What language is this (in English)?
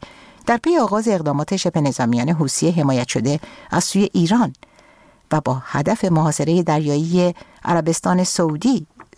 Persian